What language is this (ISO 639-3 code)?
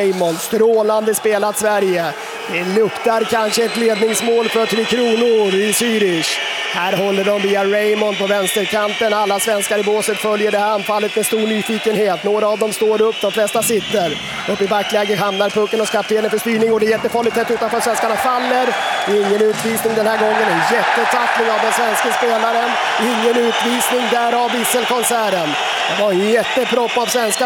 swe